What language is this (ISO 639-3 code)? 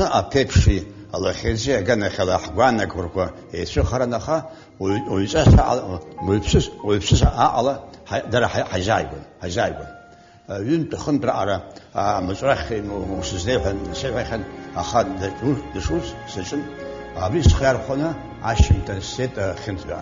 abk